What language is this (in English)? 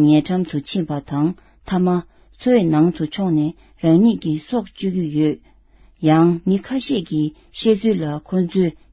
Tibetan